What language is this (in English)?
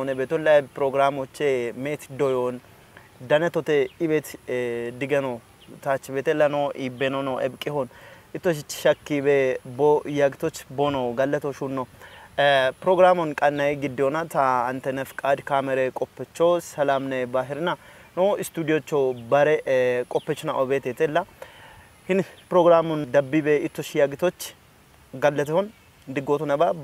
Kafa